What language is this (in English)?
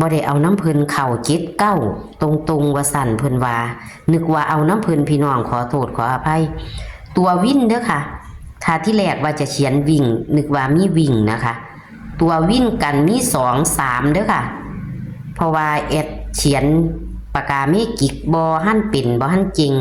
Lao